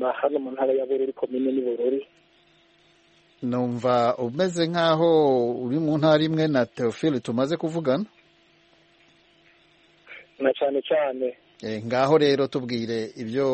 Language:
Kinyarwanda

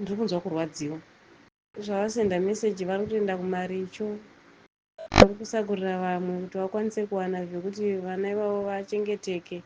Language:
Shona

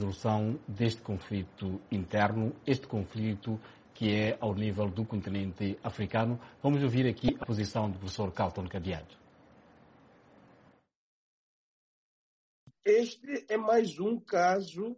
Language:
Portuguese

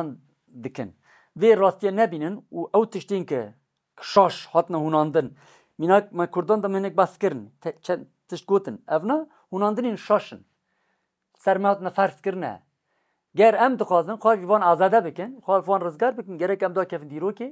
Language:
Kurdish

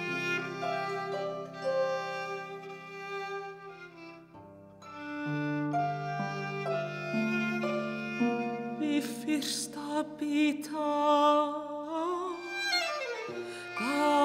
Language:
Icelandic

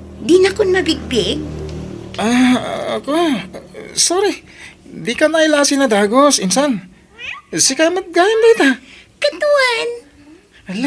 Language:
Iloko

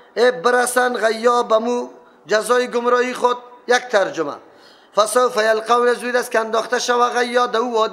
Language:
Persian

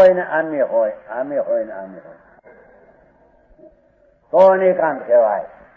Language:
Gujarati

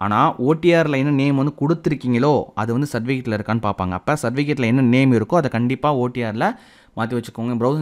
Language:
Tamil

